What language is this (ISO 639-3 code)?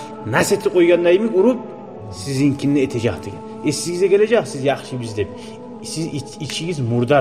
kum